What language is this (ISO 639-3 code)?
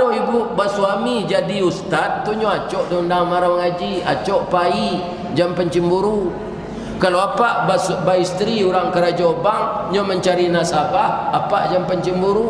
min